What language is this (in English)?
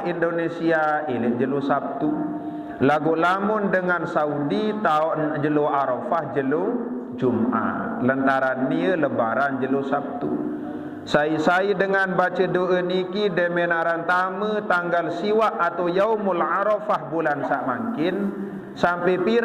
Sasak